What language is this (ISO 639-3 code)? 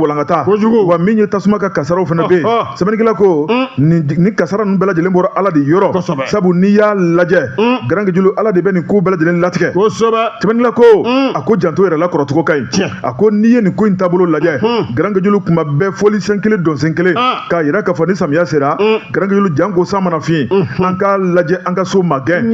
bam